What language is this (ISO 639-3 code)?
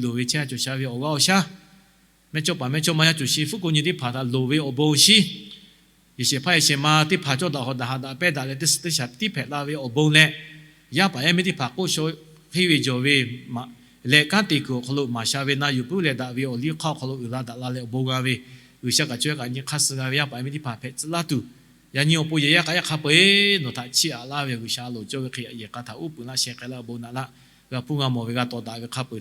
lhu